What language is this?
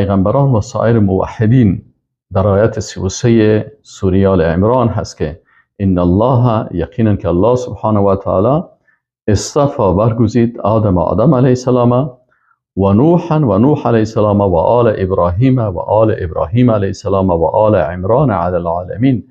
Persian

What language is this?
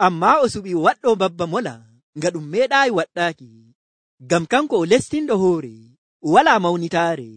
Nigerian Fulfulde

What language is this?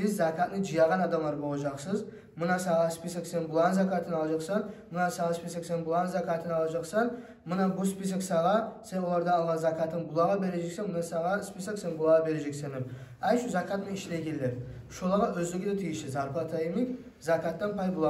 Kumyk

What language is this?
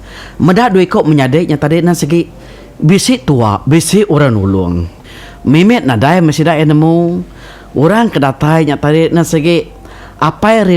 Iban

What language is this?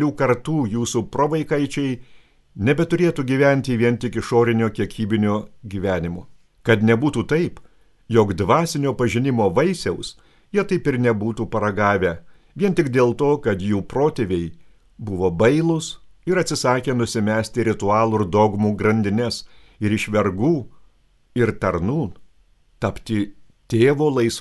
Lithuanian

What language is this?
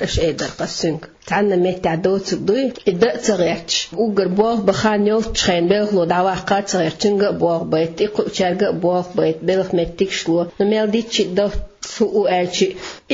Chechen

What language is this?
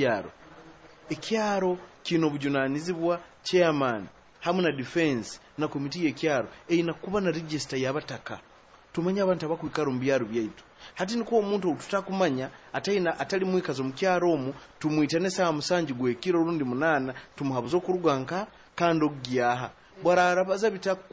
Nyoro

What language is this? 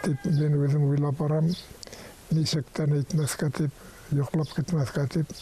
Bashkir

